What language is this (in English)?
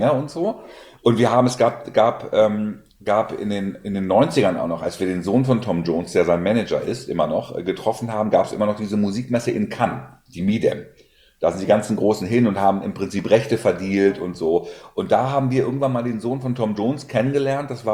German